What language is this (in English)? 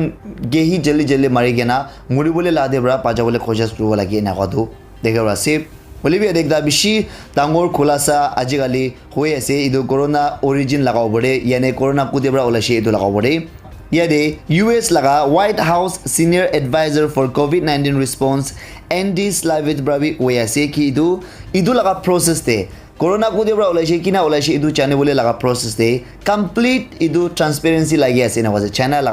Naga Pidgin